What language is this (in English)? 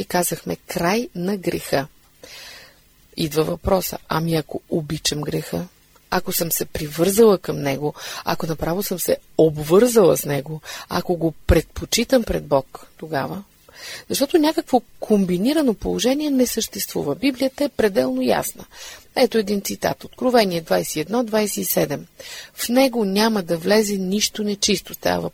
Bulgarian